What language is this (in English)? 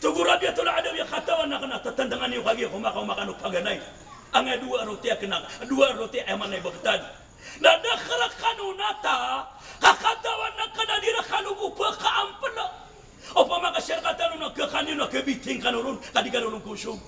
Maranao